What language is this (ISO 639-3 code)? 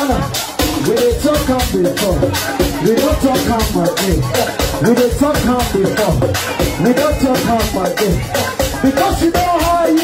pcm